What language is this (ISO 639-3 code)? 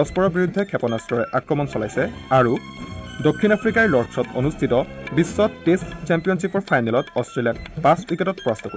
asm